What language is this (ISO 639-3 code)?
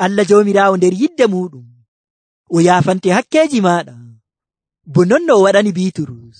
fuv